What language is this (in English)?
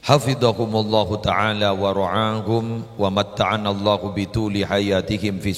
Madurese